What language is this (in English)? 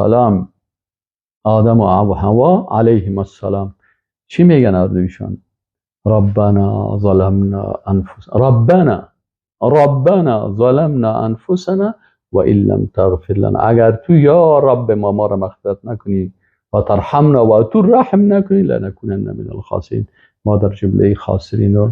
Persian